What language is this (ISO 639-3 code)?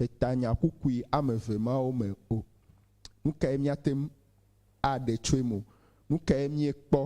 ewe